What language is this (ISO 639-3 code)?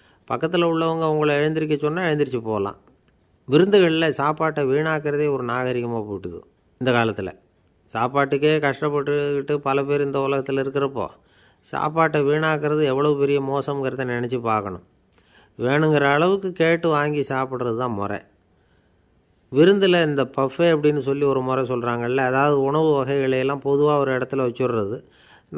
tam